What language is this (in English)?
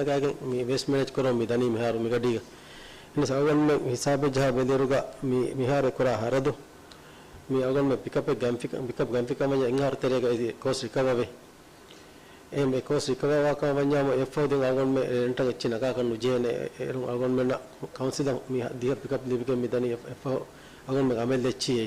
Divehi